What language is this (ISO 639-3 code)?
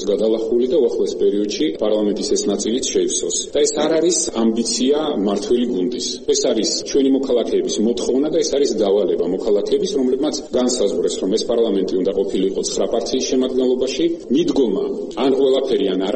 kat